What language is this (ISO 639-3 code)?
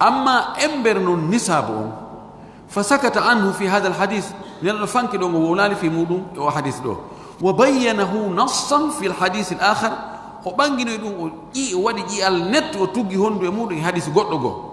ful